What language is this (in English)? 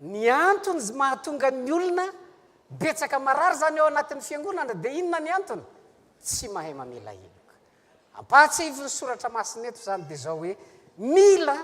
Malagasy